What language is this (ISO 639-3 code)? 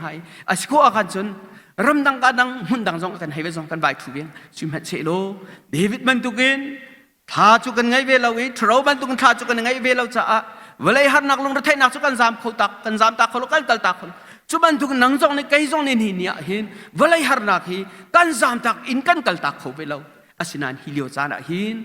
cnh